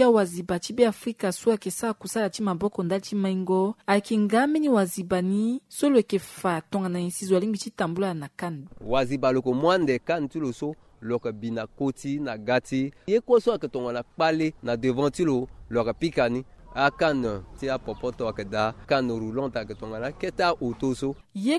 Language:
Sango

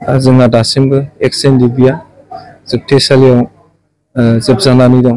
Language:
Bodo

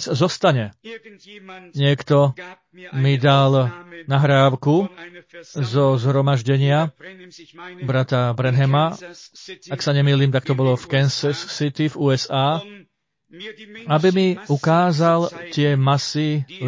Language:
Slovak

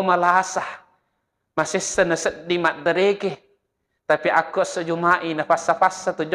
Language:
Buginese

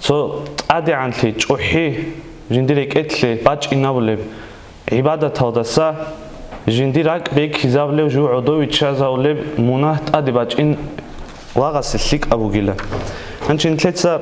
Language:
Avaric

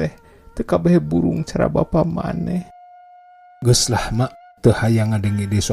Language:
Sundanese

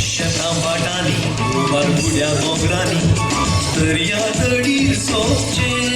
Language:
Konkani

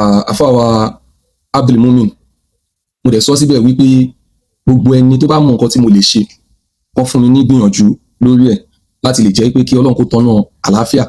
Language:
Yoruba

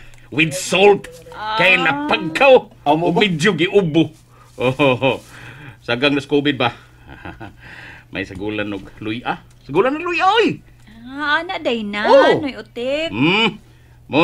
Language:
Cebuano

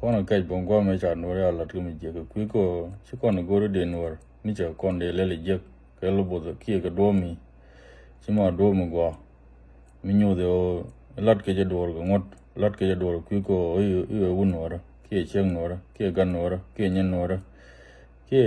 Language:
Nuer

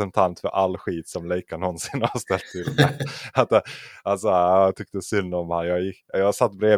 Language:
Swedish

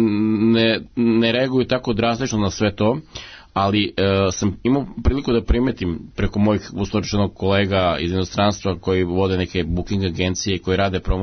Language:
Serbian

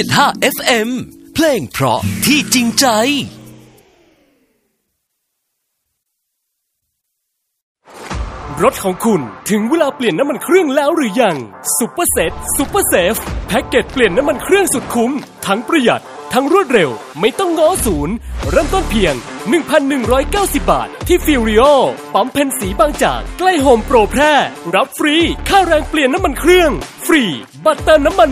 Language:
Thai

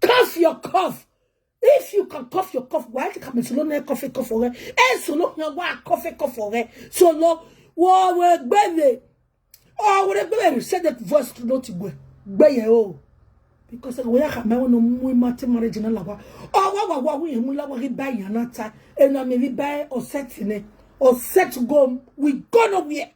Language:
Nigerian Pidgin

